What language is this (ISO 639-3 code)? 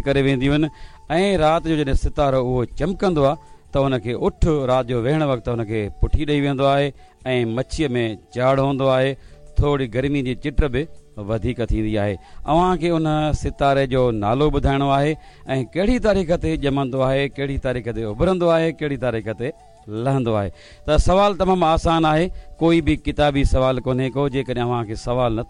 snd